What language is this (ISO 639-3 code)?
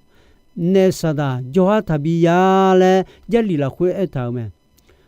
ahk